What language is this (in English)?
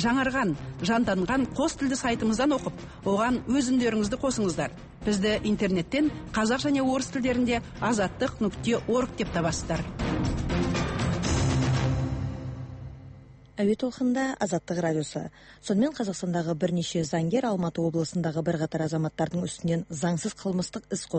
Kazakh